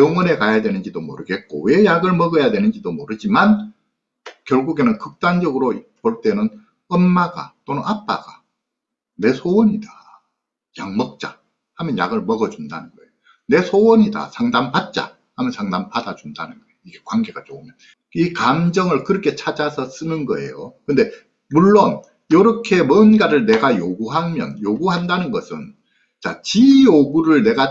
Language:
Korean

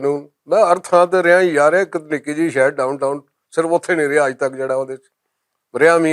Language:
Western Panjabi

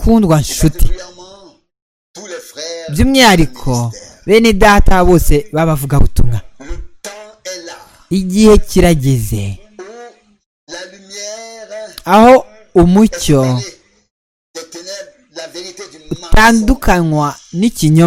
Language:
Kinyarwanda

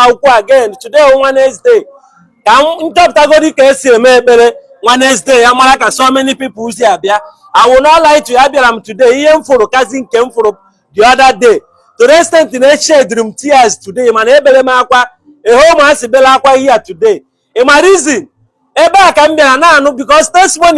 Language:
Igbo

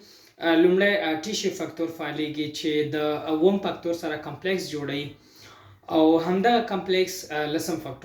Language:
Pashto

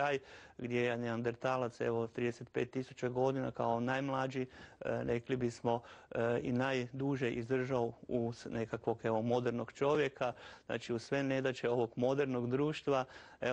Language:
Croatian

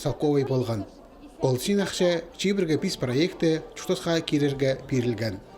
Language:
Khakas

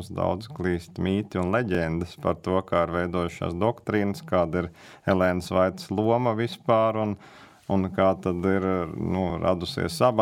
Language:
Latvian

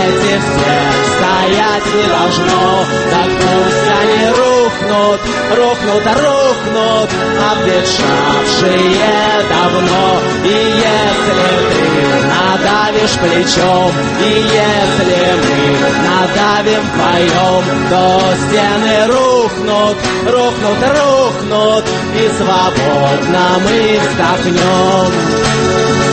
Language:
Russian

